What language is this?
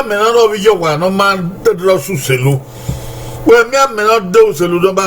Bini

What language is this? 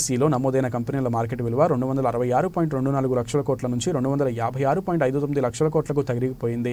Telugu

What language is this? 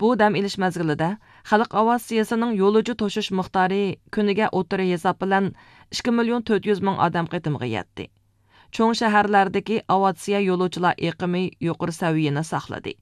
Uyghur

